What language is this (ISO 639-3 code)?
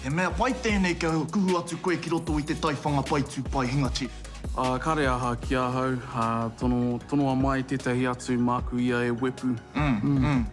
mri